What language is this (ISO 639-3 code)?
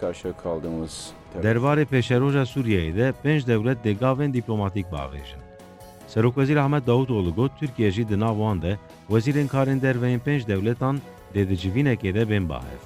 kur